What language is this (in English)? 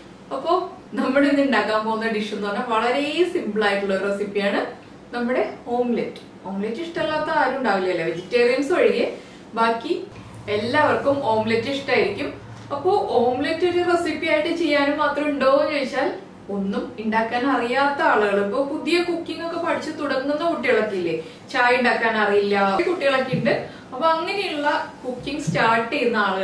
Malayalam